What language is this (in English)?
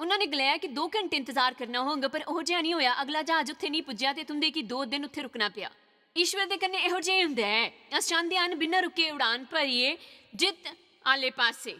Dogri